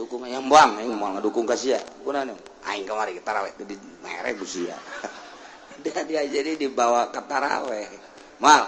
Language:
Sundanese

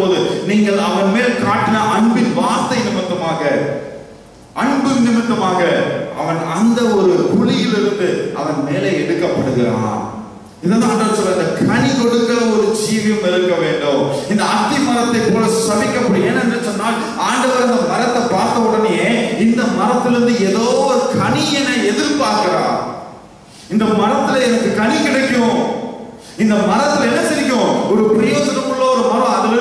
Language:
Tamil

